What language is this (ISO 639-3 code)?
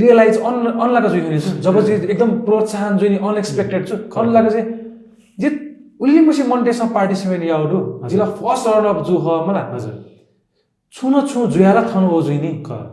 new